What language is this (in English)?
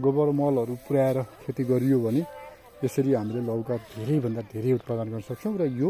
Nepali